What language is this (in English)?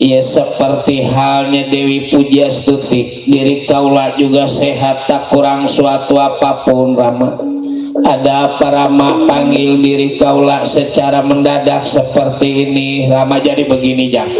Betawi